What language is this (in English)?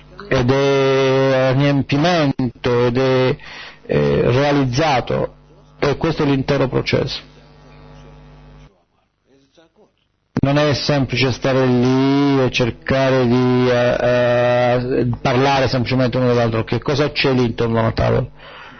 Italian